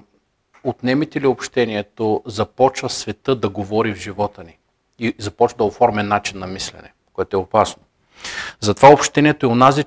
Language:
Bulgarian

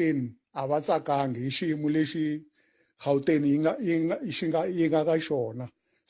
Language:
Tsonga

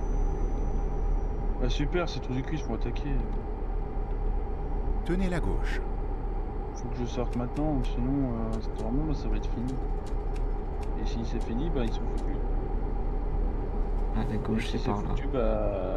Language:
French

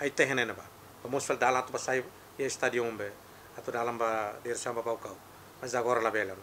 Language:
Tetum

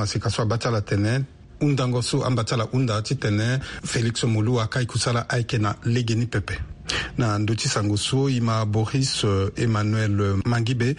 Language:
Sango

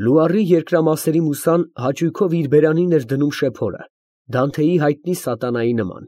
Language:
Armenian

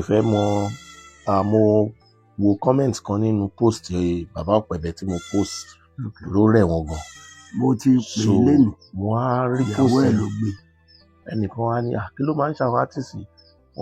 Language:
Yoruba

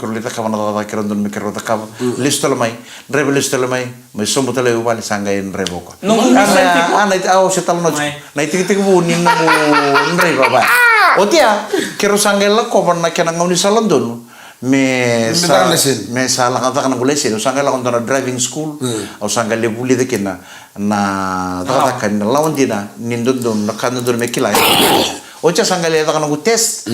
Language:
Fijian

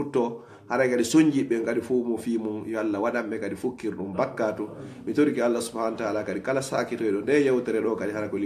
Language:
Fula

